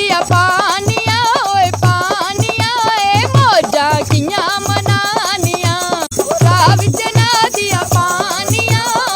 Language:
Dogri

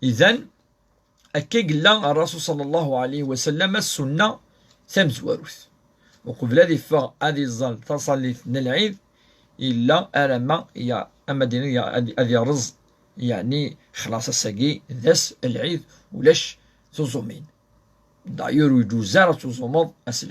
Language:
Kabyle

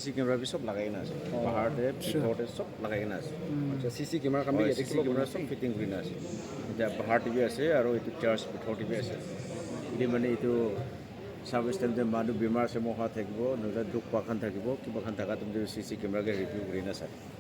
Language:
Naga Pidgin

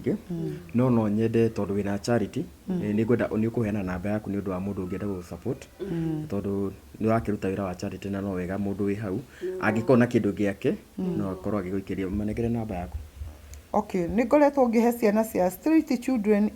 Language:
Kikuyu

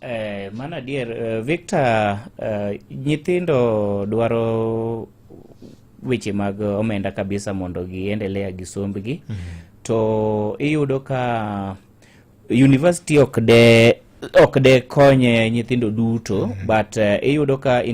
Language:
Luo (Kenya and Tanzania)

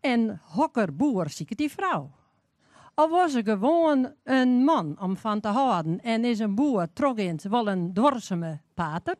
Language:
Western Frisian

